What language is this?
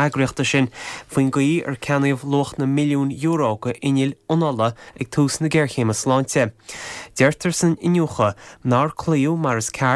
Irish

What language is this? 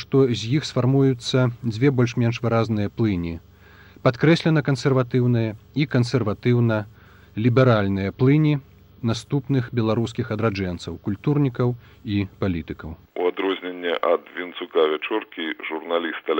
Belarusian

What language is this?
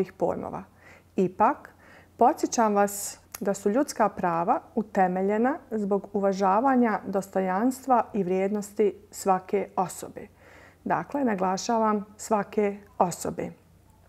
Bosnian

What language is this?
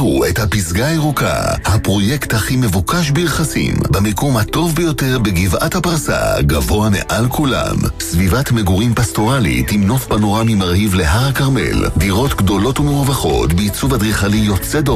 Hebrew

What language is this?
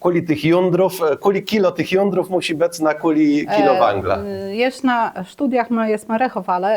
Kashubian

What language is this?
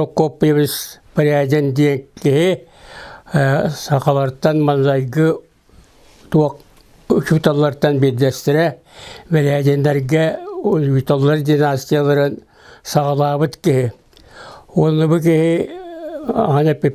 Yakut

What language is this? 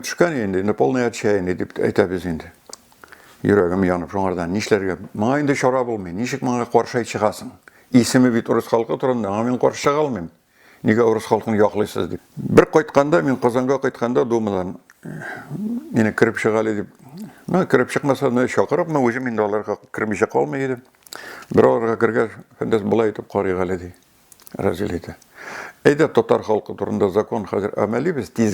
Tatar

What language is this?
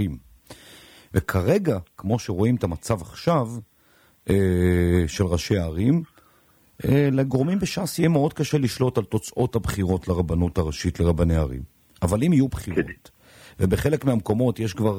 Hebrew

